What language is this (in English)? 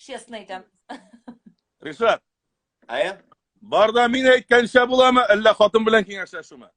Tatar